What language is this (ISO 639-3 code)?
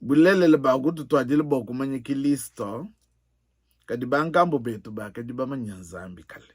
lua